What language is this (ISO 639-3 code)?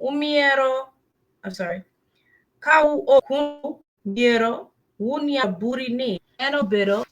ach